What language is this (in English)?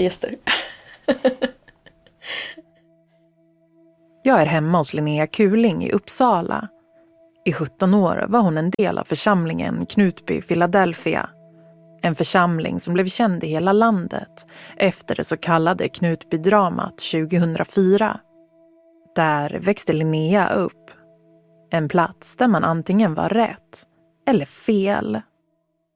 Swedish